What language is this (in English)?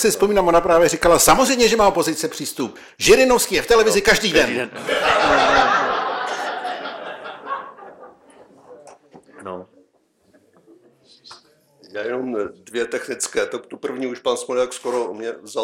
Czech